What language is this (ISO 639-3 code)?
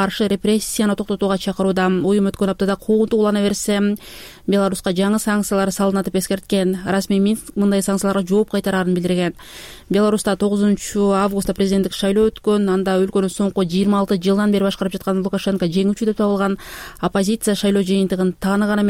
kir